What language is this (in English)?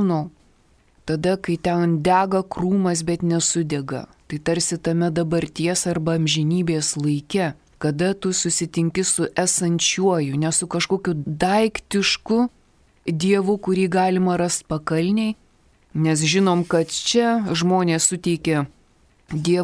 Lithuanian